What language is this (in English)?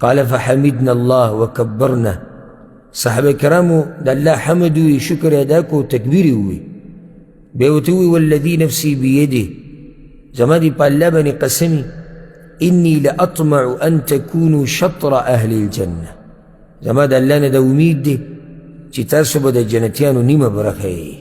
Pashto